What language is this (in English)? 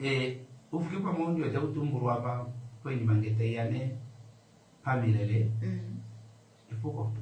Kuanyama